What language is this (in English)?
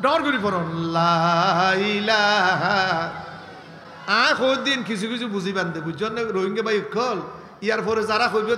Rohingya